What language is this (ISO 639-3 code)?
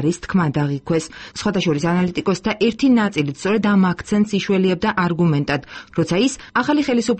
kat